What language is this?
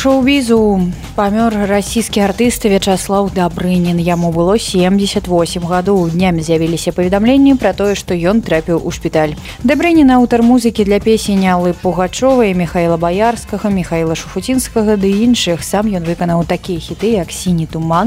Belarusian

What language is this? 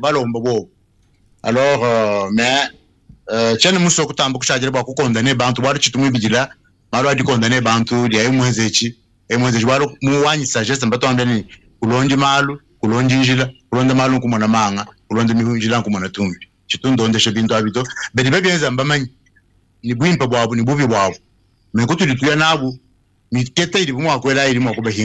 Luba-Lulua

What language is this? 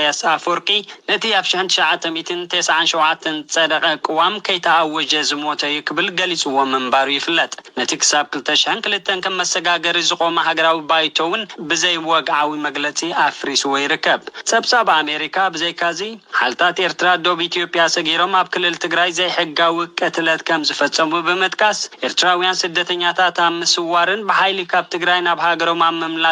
Tigrinya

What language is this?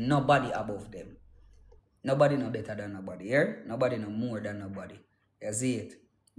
Jamaican Creole English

